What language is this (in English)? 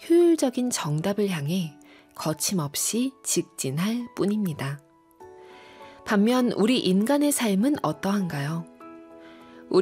Korean